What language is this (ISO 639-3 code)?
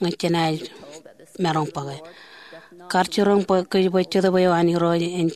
mah